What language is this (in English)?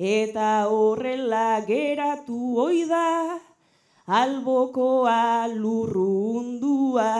Basque